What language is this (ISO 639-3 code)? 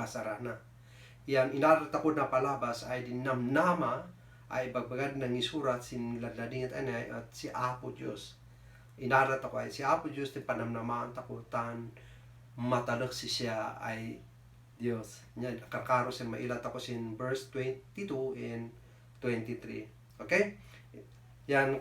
kne